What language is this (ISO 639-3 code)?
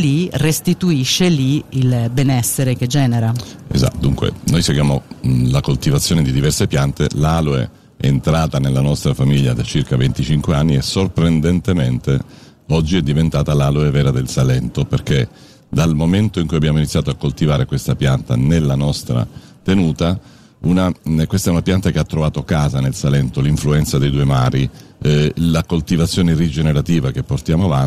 ita